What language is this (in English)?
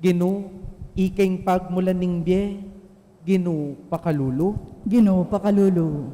Pampanga